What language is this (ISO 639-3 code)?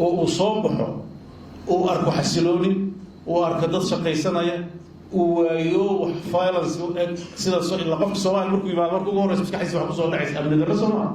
som